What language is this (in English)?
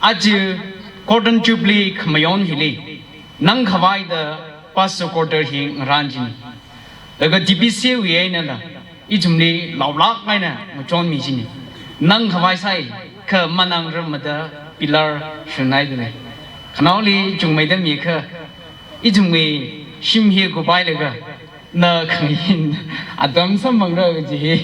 Tangkhul Naga (India)